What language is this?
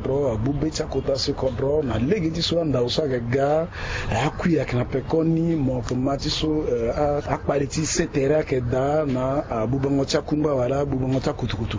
Sango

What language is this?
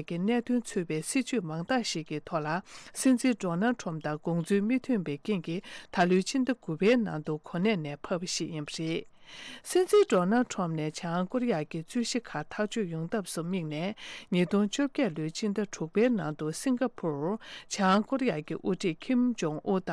Tibetan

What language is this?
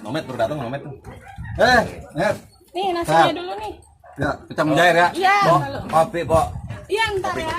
Betawi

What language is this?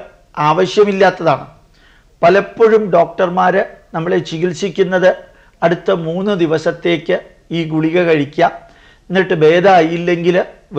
Malayalam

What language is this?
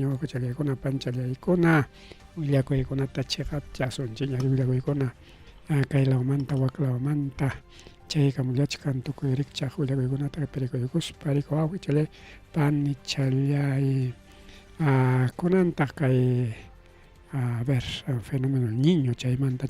Ayacucho Quechua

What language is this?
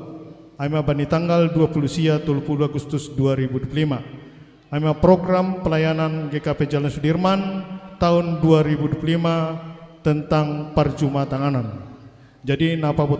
Batak Simalungun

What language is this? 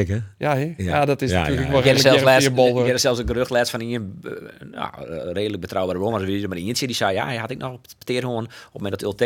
Western Frisian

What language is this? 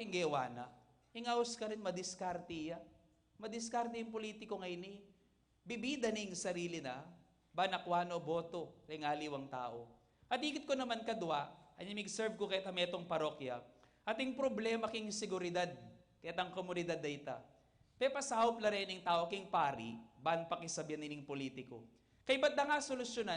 Pampanga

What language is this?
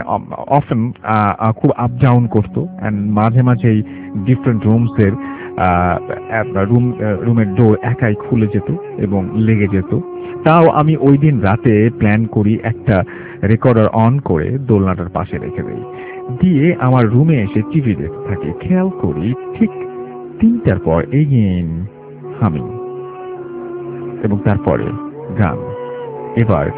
Bangla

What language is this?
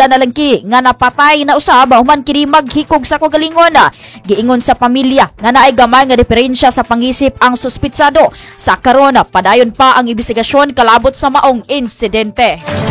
Cebuano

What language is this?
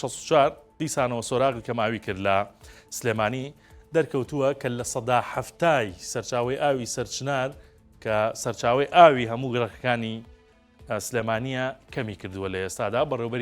Central Kurdish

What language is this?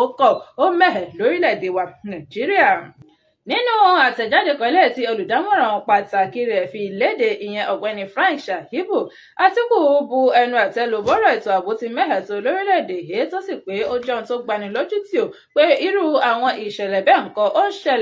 Yoruba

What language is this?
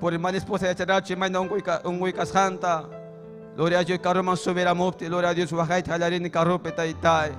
Ayacucho Quechua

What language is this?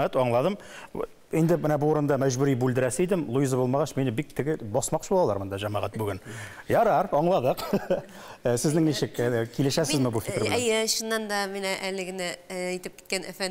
Tatar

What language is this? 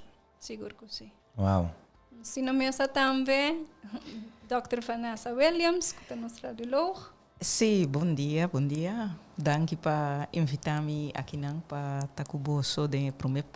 Papiamento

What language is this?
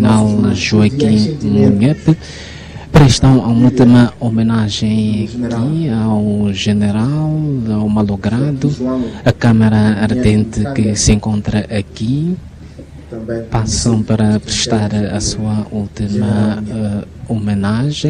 Portuguese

